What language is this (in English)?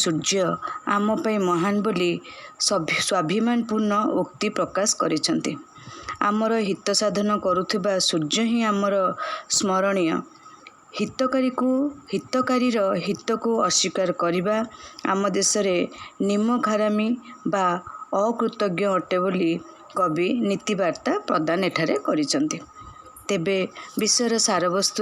Odia